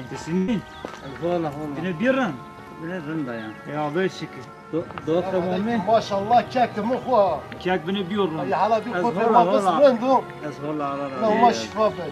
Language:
Zaza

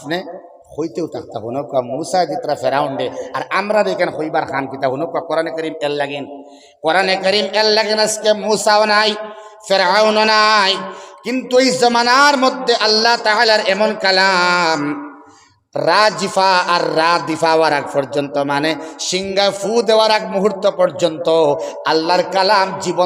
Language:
Sylheti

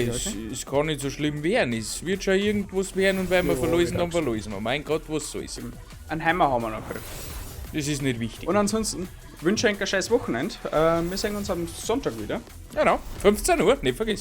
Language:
Bavarian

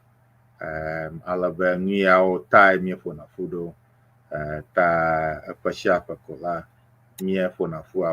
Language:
Ewe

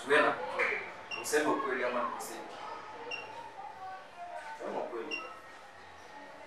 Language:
Swahili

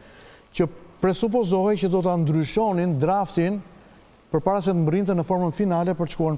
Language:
Albanian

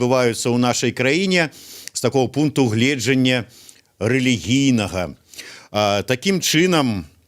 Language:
Belarusian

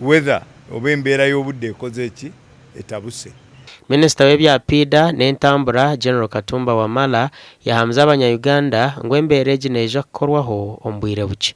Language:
Nyankole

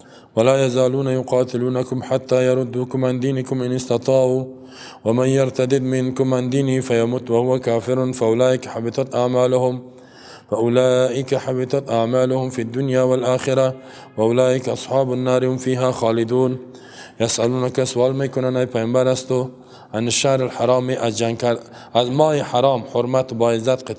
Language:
Persian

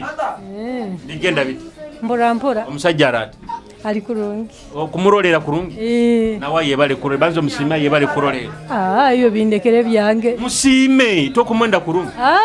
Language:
Nyoro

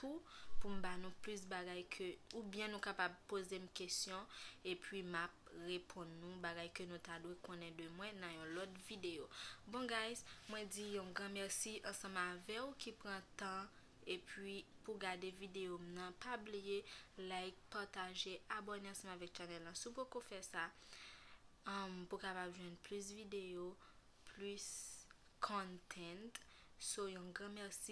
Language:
Haitian Creole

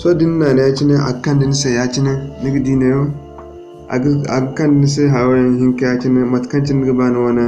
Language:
Zarma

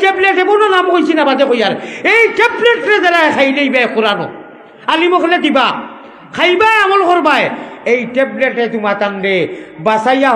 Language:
Sylheti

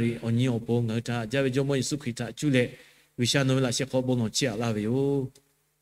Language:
Lahu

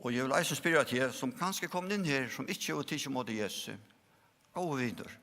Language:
Faroese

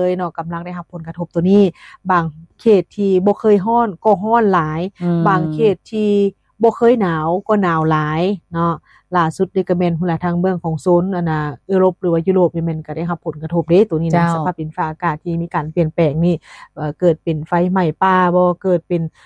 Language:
Lao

